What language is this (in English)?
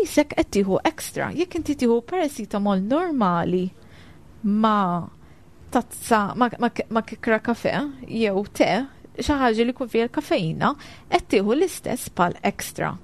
Maltese